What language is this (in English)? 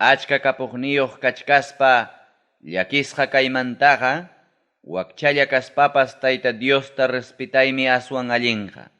Ayacucho Quechua